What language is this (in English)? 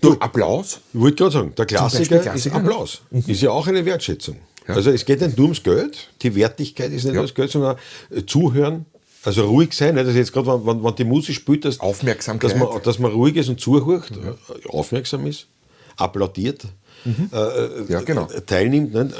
Bavarian